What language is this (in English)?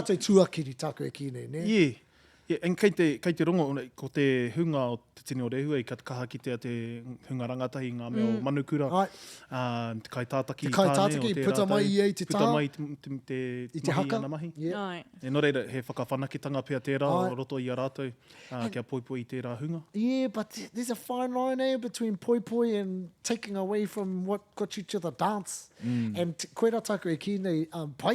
Māori